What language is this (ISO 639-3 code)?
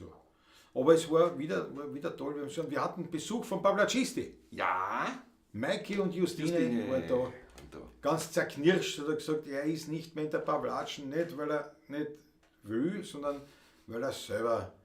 bar